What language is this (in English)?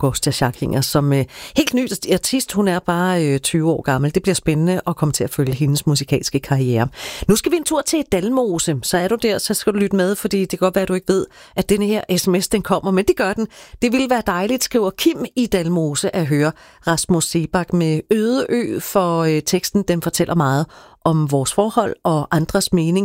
Danish